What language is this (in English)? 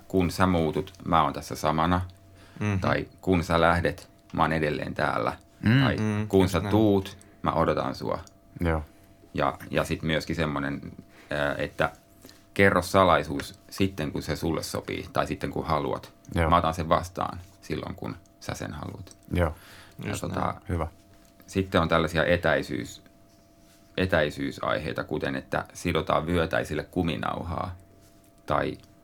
Finnish